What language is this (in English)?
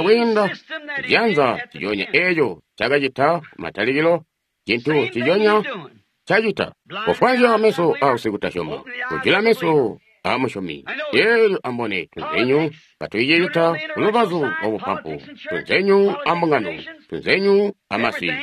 Tonga (Zambia)